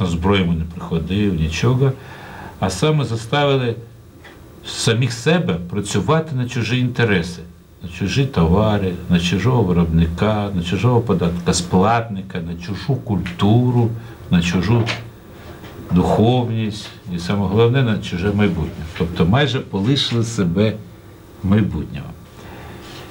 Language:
Ukrainian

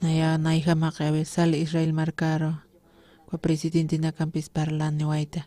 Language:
Aymara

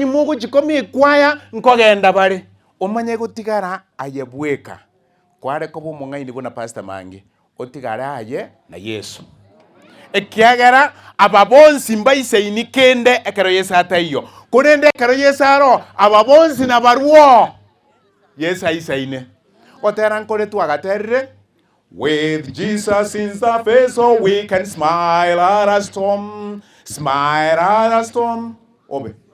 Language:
Gusii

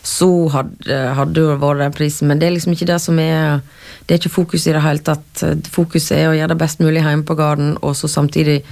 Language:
Norwegian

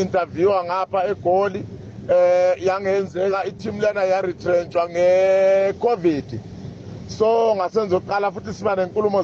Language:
Zulu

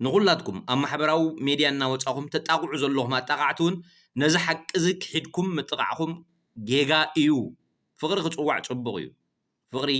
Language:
Tigrinya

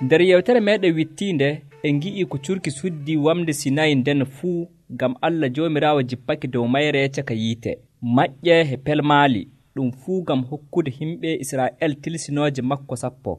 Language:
Nigerian Fulfulde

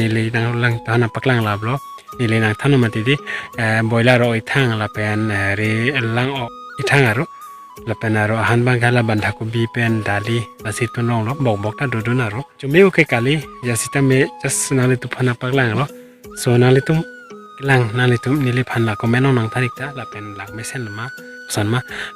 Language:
Karbi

